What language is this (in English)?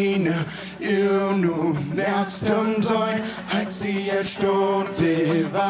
Plautdietsch